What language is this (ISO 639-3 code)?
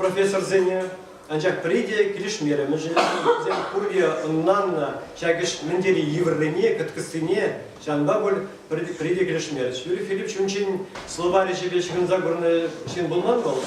chv